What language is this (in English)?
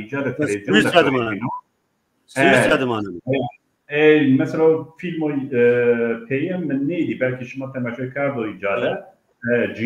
Zaza